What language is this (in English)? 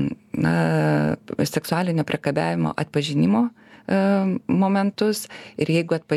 Lithuanian